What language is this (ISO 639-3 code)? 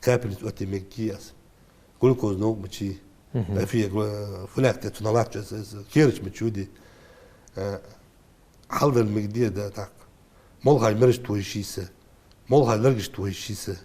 inh